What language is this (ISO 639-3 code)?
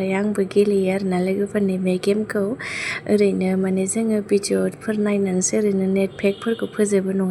brx